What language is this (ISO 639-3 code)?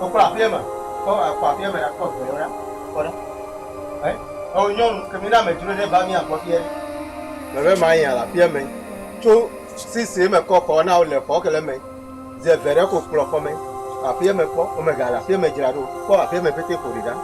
ewe